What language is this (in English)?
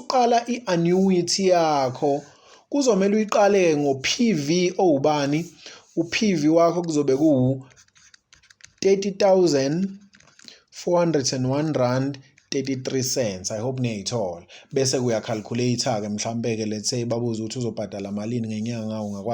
Zulu